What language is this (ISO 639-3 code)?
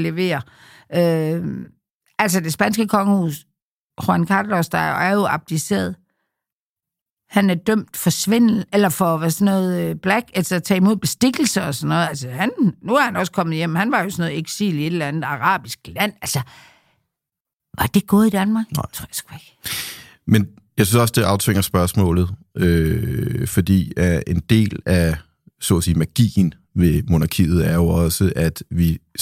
dan